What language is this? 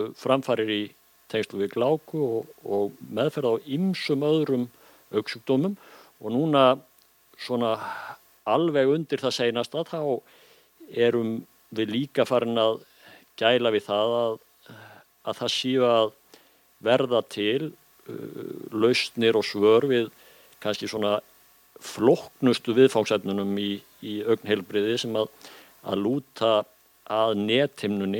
Icelandic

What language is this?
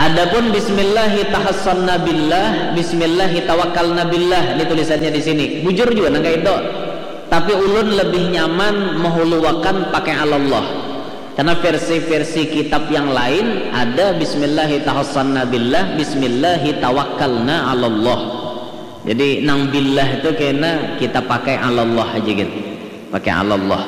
Banjar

